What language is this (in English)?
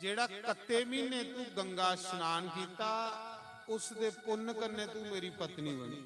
Dogri